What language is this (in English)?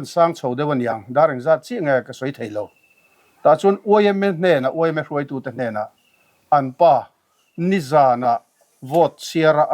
Mizo